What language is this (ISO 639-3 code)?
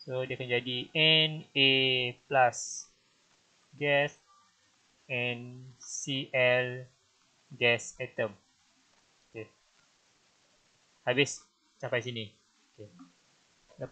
msa